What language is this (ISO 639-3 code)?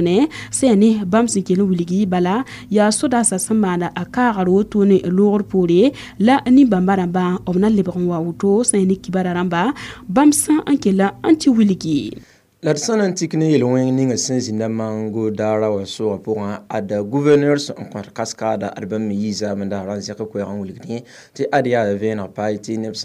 mos